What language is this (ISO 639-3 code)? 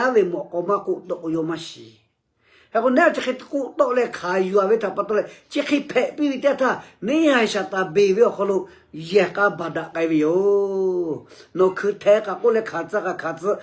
lhu